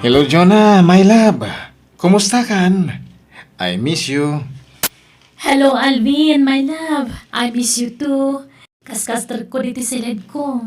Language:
Iloko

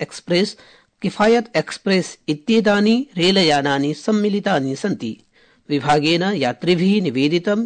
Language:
Sanskrit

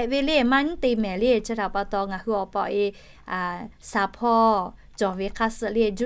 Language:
Lahu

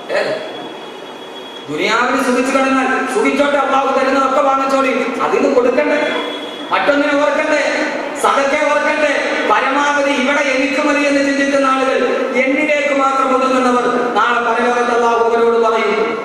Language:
Malayalam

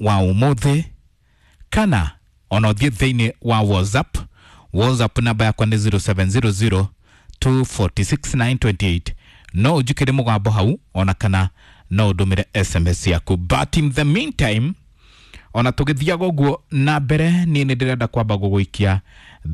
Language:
Kikuyu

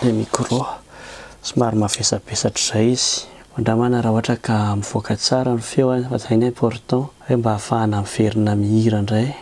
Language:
Malagasy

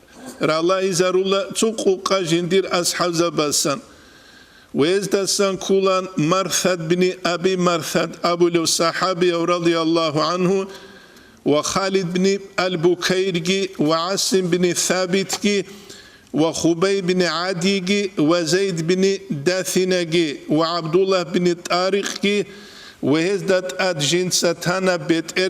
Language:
Avaric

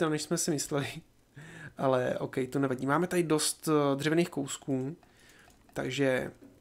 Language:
Czech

